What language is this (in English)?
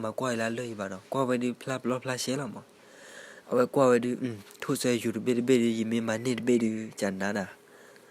S'gaw Karen